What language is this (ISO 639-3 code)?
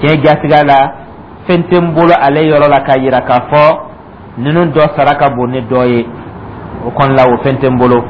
dyu